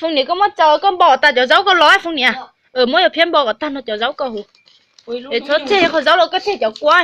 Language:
Hmong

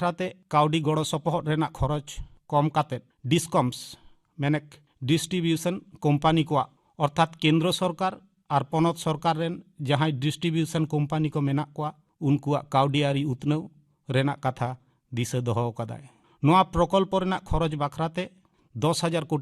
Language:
Santali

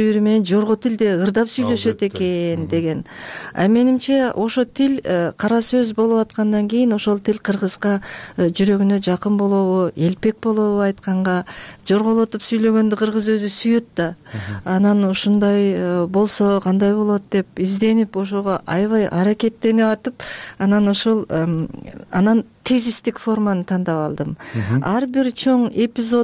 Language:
Kyrgyz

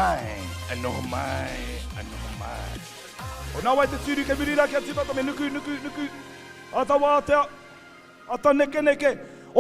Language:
Māori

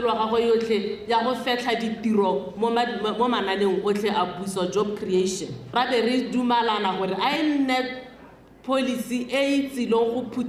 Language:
Tswana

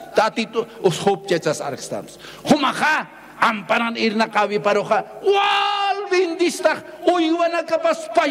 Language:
Aymara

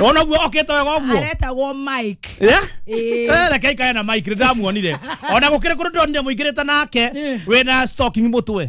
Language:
Kikuyu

